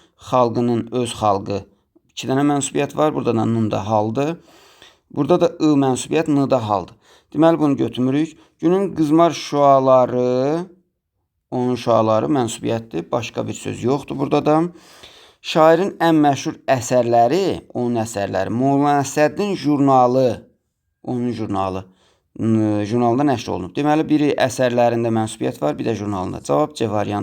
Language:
Azerbaijani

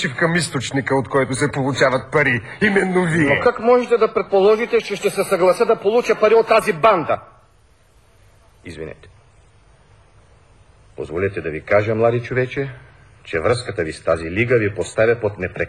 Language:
Bulgarian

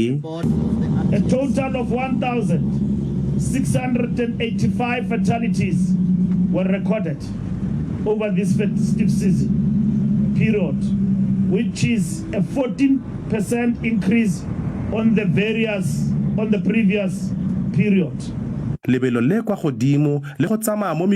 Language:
Tswana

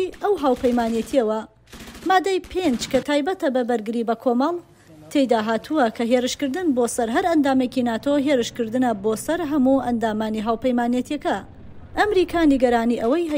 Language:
Central Kurdish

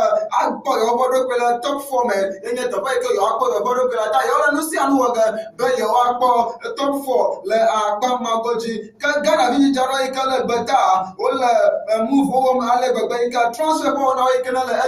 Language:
Ewe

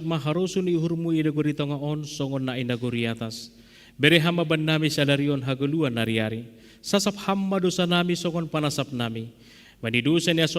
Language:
Batak Simalungun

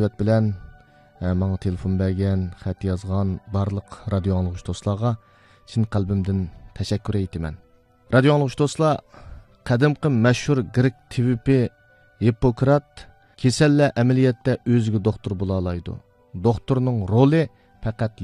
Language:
Uyghur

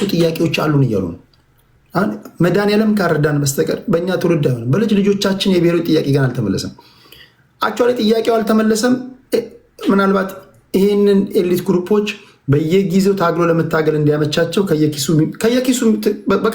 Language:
Amharic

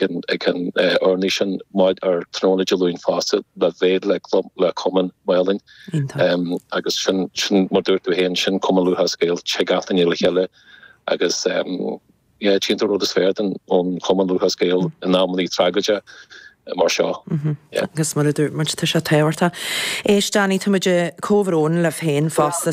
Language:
Irish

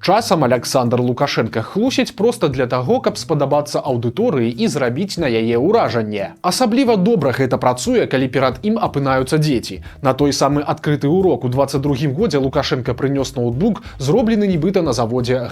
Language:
Belarusian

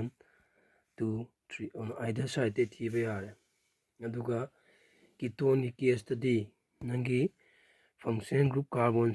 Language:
Manipuri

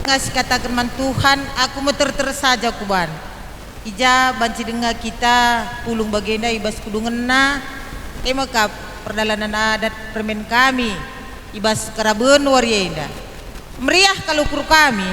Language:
Batak Karo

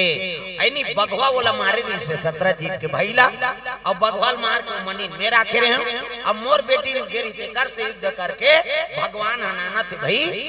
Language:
Chhattisgarhi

